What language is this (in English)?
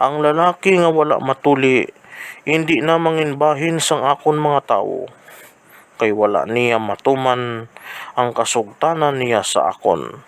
Hiligaynon